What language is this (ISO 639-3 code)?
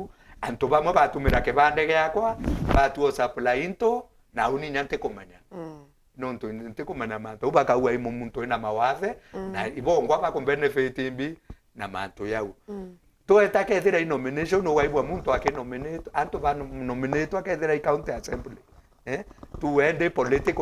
mer